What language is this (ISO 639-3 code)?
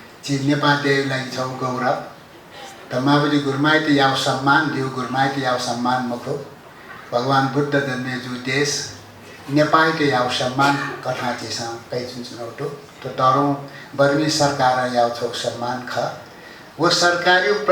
new